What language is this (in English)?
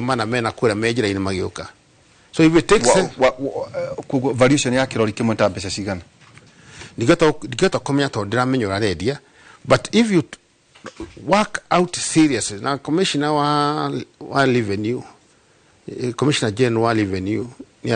Kikuyu